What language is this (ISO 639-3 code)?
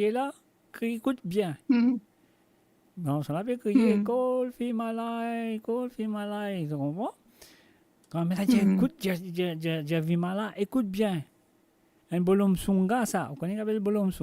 mfe